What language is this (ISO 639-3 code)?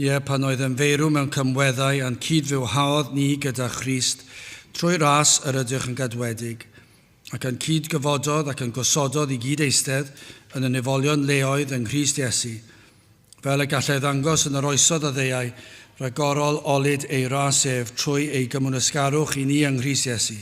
cym